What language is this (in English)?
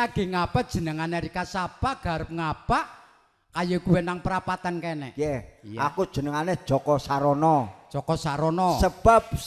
Javanese